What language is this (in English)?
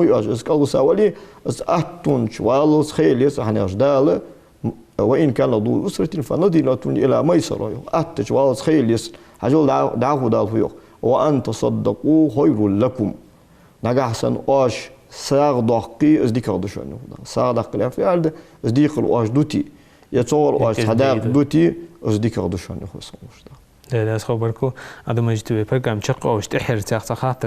Ingush